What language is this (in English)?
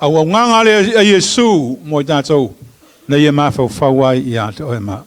Samoan